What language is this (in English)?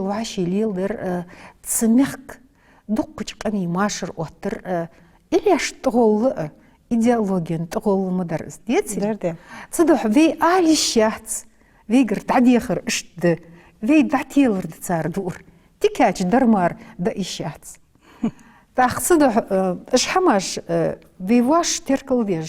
Ingush